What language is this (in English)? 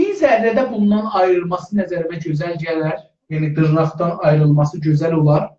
South Azerbaijani